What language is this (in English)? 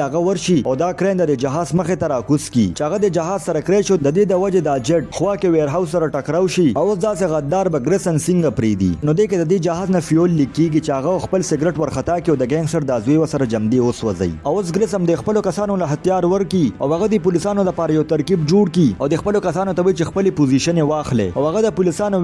Pashto